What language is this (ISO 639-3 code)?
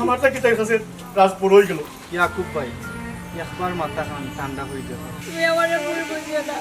syl